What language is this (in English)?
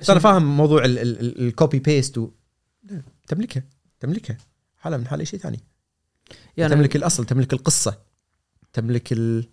Gulf Arabic